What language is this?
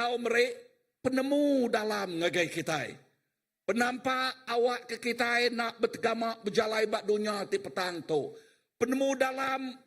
Iban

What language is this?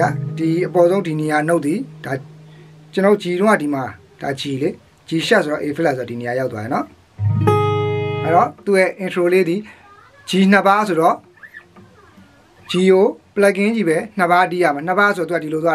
Burmese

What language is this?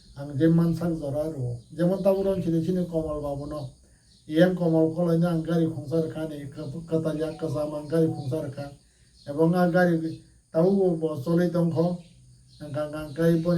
Kok Borok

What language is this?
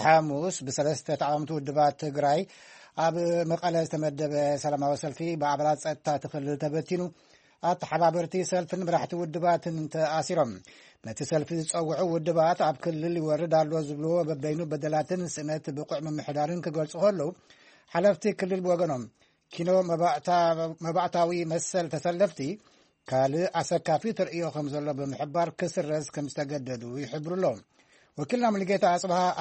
Tigrinya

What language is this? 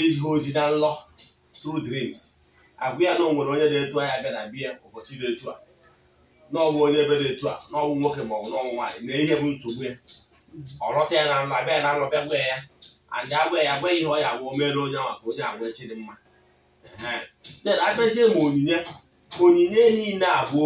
Igbo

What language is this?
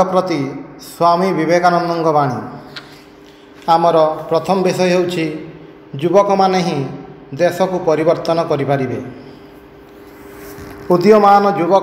Odia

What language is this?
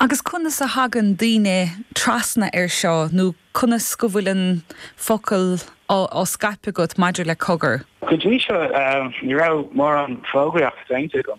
Irish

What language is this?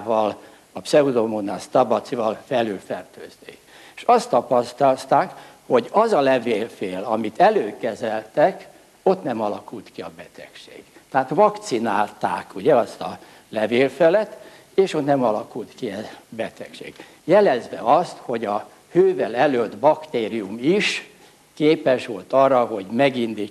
Hungarian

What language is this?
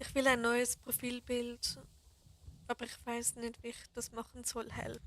Swiss German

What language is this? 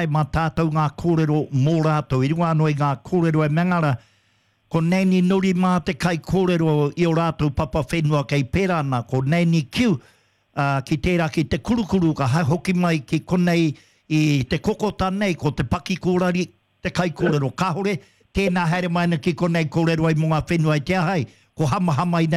Māori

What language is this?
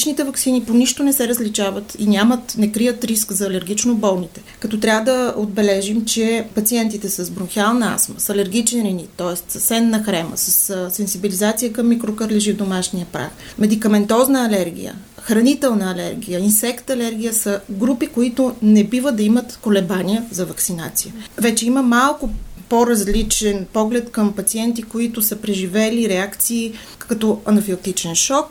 Bulgarian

